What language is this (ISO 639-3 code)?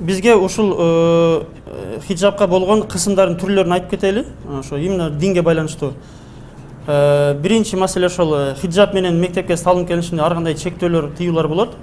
kir